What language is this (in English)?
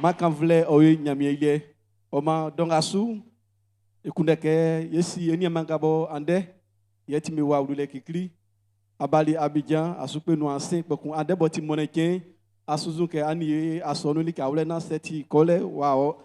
Baoulé